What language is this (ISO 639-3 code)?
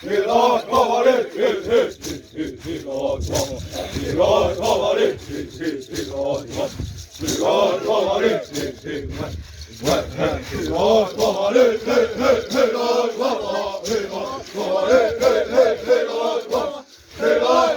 xav